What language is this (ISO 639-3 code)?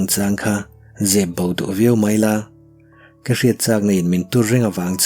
lus